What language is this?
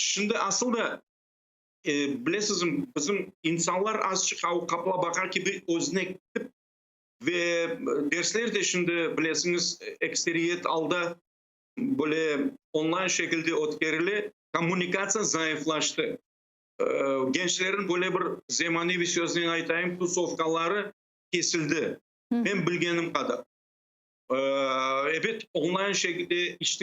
Crimean Tatar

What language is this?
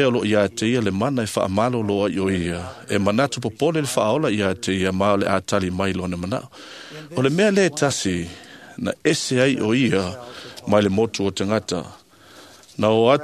Samoan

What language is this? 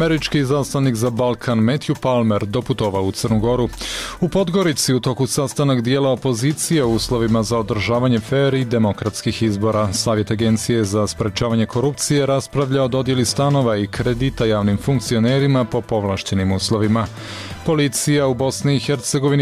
Croatian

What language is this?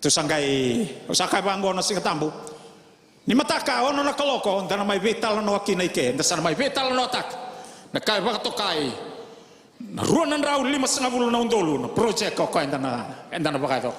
Fijian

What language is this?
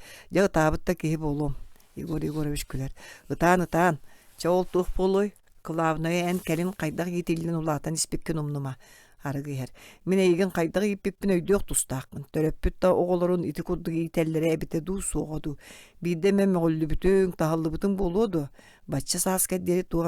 Yakut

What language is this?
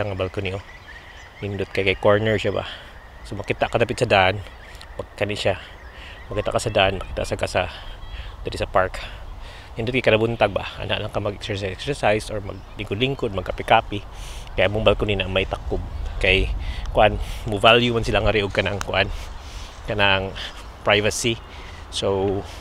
Cebuano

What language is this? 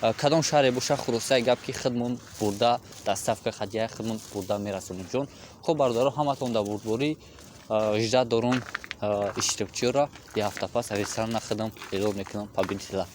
Tajik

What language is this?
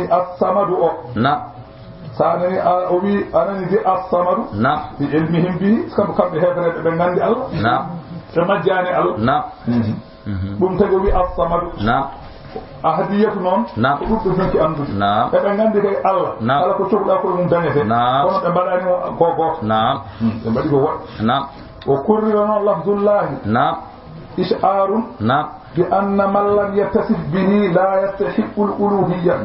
Fula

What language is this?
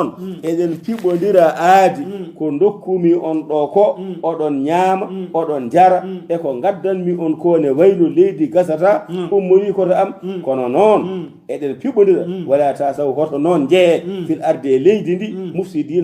Fula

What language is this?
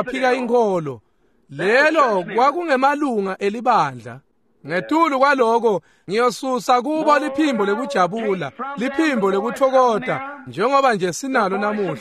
Swati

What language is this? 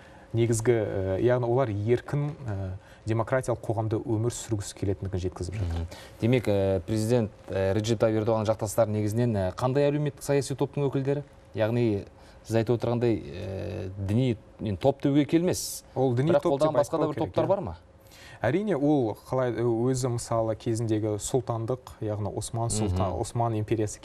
Kazakh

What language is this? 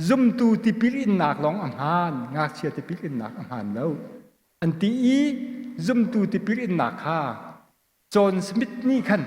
Hakha Chin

